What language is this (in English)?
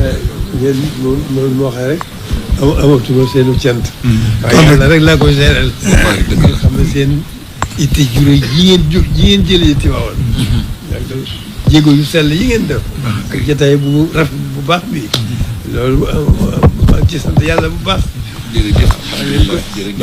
Wolof